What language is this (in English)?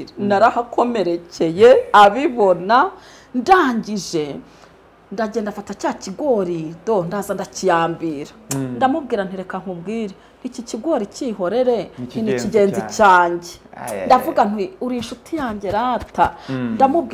Kinyarwanda